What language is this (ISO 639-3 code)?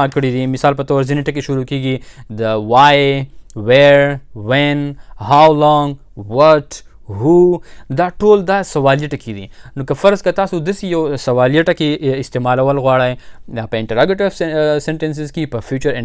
pus